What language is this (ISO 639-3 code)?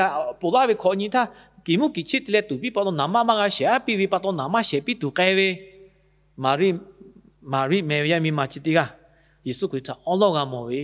lhu